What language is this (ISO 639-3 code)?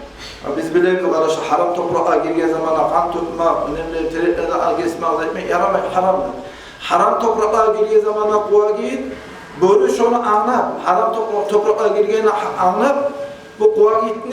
kum